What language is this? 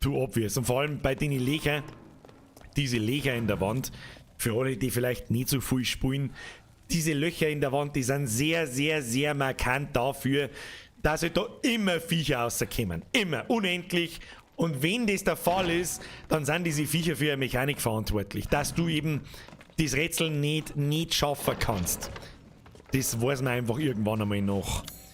Bavarian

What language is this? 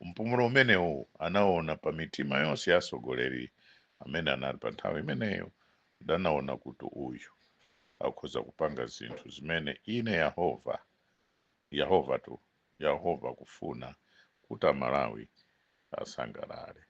Nyanja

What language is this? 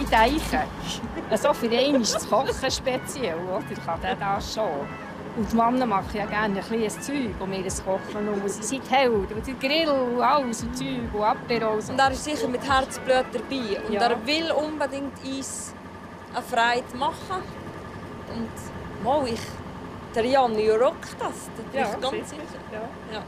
Swiss German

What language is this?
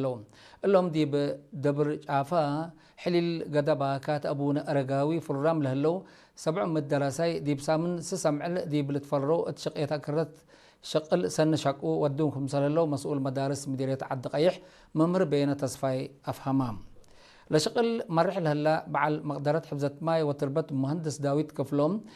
Tigre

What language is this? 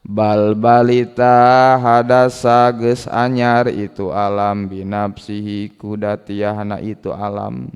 Sundanese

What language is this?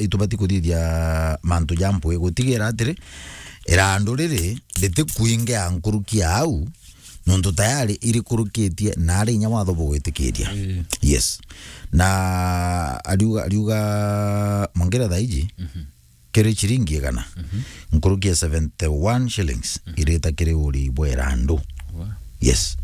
Meru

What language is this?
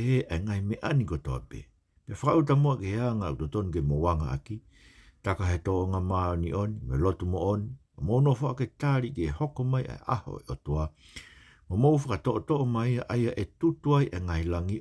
Tongan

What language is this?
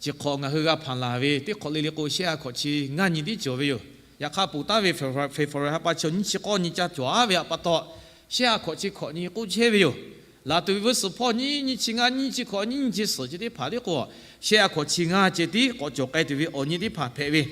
Lahu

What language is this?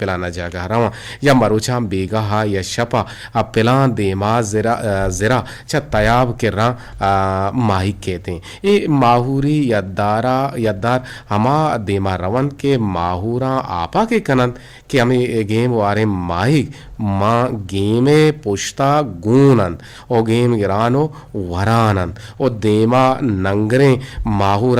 Eastern Balochi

